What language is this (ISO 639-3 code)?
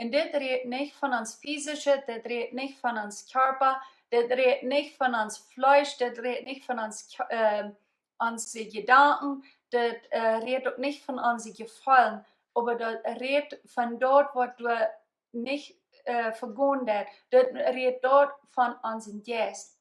pdt